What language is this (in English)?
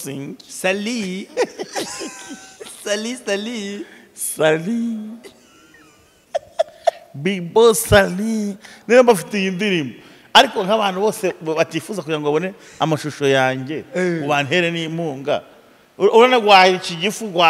Kinyarwanda